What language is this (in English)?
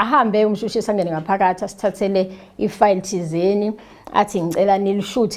Zulu